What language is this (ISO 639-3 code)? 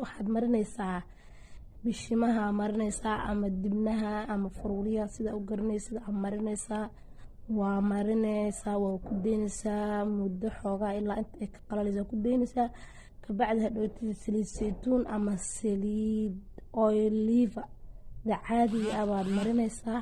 som